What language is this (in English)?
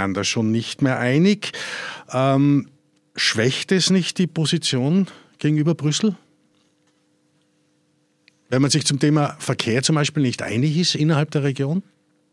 German